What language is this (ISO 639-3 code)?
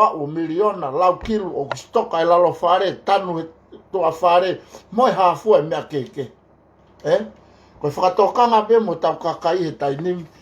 ton